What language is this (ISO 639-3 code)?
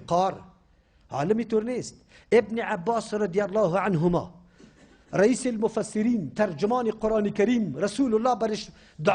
fas